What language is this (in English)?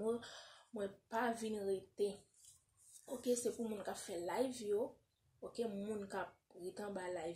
Haitian Creole